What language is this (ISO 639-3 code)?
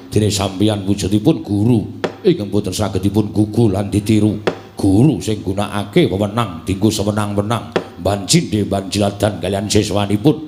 jav